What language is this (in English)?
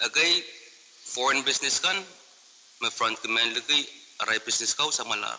Pohnpeian